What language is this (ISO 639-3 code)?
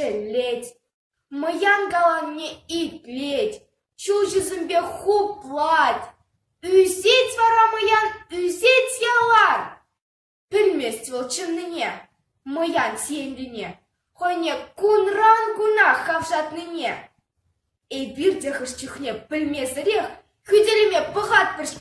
chv